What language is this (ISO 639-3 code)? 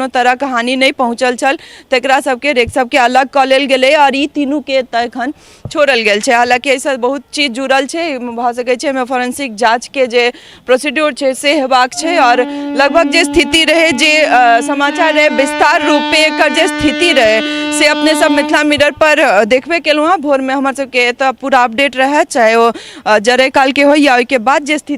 mai